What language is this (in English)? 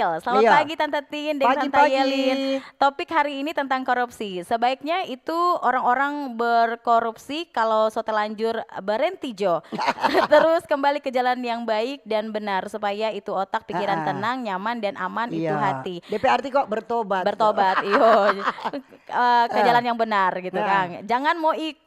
Manado Malay